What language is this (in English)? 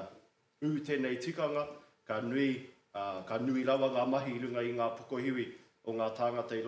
Māori